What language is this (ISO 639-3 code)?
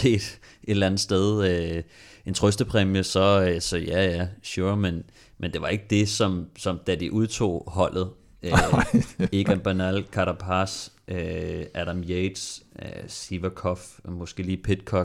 dan